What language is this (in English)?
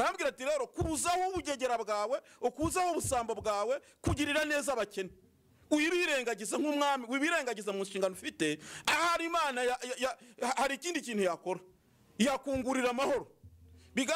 Kinyarwanda